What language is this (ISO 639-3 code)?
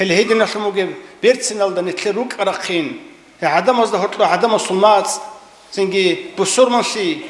ava